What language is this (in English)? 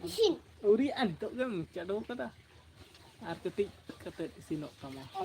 Santali